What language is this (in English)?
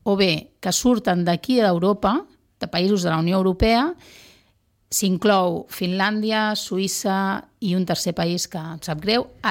Catalan